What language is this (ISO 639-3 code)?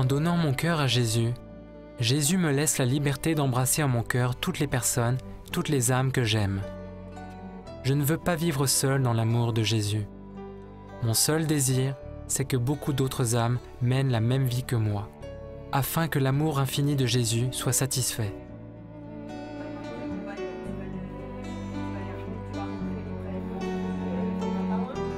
fra